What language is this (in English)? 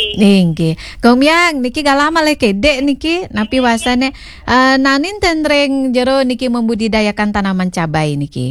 Balinese